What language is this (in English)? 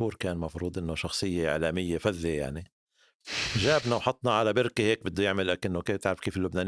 North Levantine Arabic